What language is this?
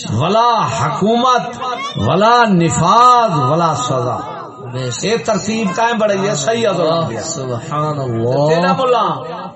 Saraiki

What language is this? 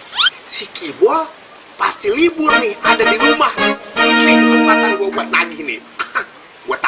Betawi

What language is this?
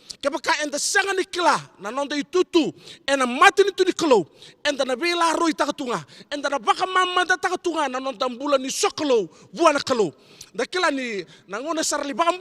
Fijian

